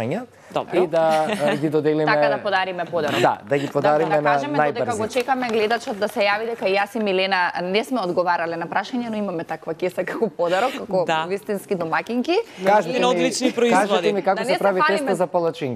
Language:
Macedonian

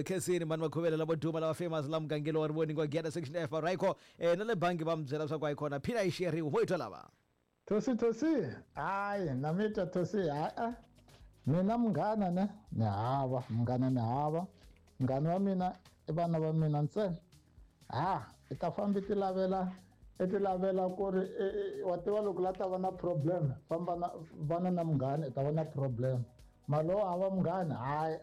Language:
Tsonga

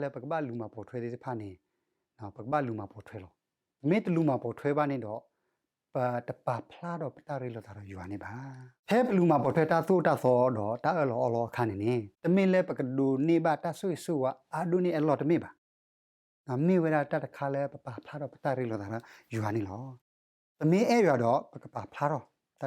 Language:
S'gaw Karen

